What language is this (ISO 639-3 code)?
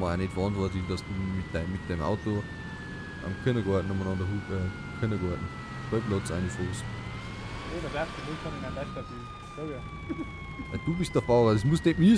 bar